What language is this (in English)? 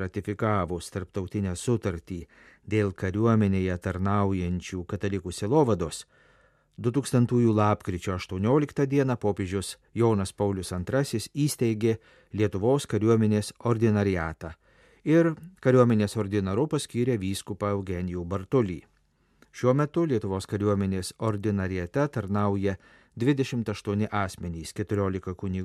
Lithuanian